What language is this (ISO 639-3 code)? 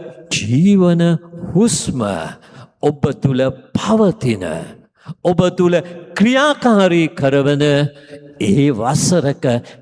sin